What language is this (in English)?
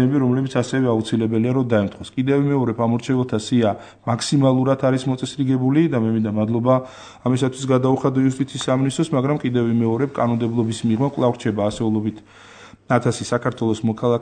Georgian